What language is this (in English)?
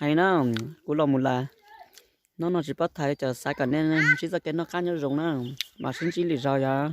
Hmong